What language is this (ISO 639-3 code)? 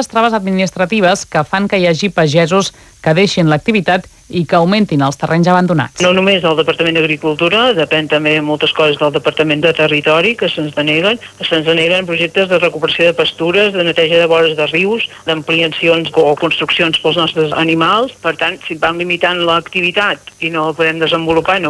cat